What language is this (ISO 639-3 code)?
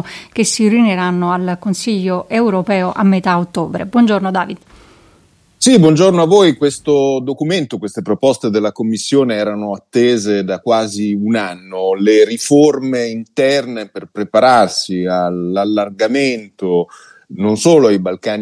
ita